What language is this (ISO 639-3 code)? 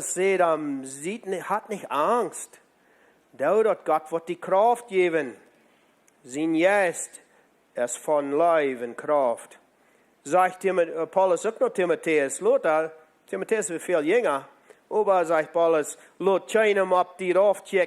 pdt